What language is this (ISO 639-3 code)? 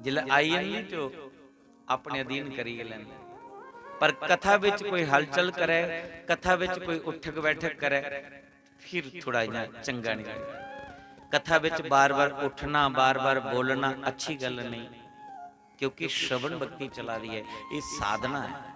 doi